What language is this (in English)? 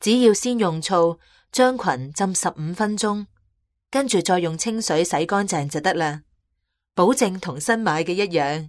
Cantonese